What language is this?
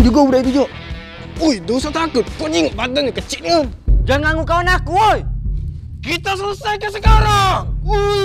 Musi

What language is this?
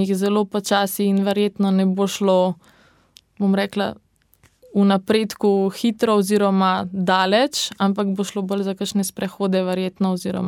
Slovenian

